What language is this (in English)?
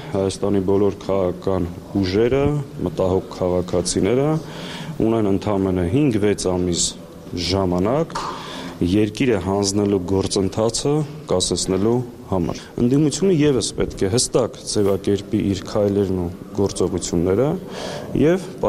Armenian